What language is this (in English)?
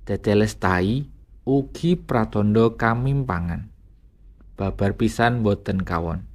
Javanese